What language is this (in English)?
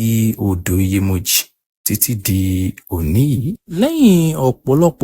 Yoruba